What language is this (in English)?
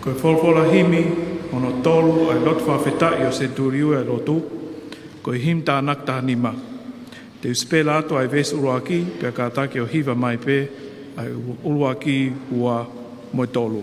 Tongan